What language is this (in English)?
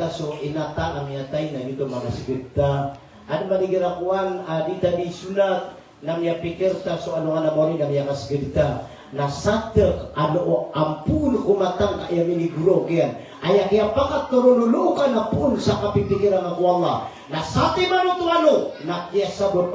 Maranao